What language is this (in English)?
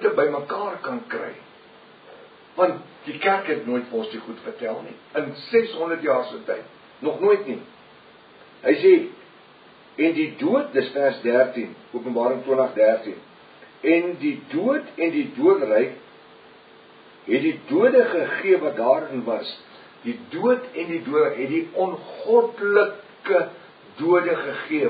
Afrikaans